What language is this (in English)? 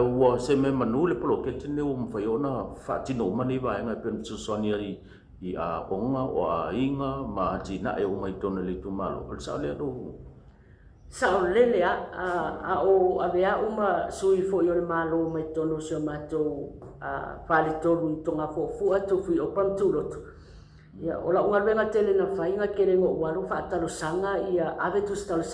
Samoan